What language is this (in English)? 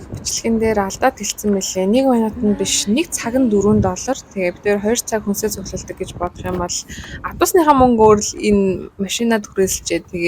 Mongolian